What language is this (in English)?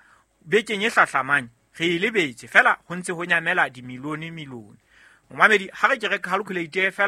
Southern Sotho